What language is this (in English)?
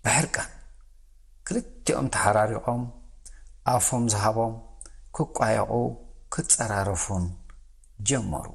Tigrinya